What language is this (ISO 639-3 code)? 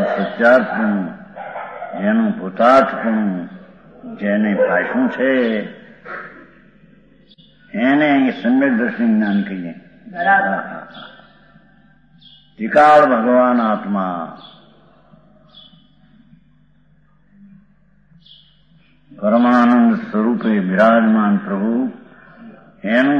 guj